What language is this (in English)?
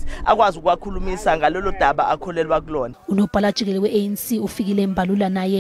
Zulu